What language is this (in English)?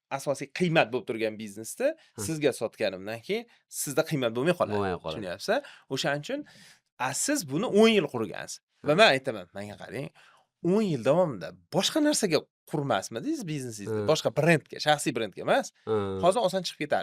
Uzbek